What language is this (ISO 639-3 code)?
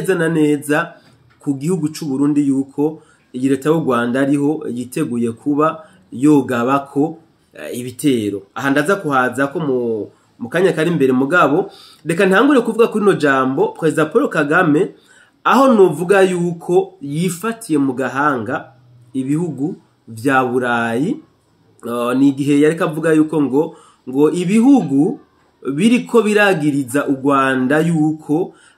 run